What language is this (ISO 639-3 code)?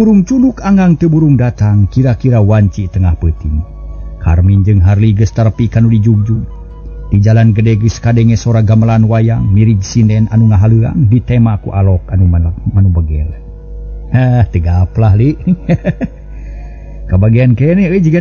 sun